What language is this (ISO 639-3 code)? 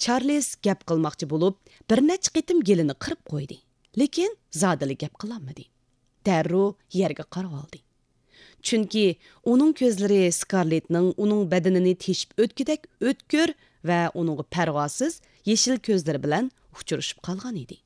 uig